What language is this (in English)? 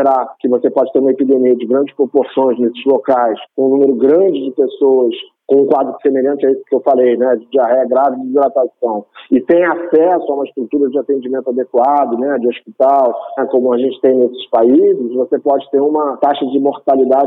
Portuguese